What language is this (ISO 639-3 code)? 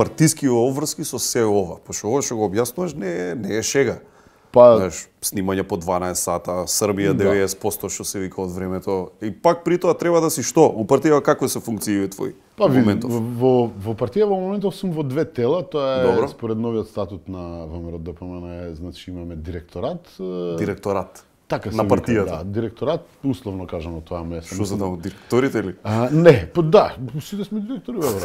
mkd